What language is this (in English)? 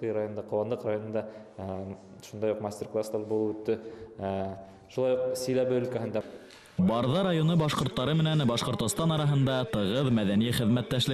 Bashkir